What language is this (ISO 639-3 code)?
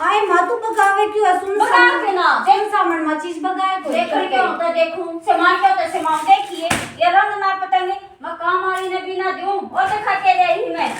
bgc